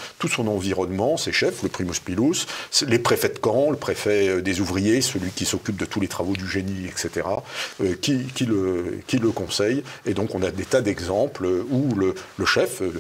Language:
French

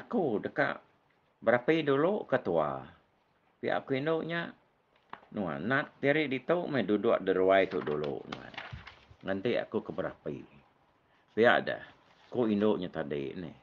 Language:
Iban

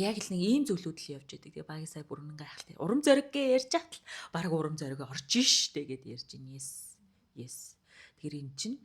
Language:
Mongolian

